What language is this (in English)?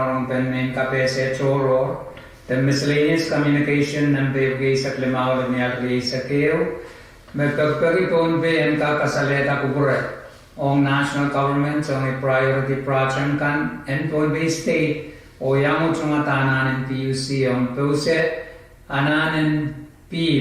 Pohnpeian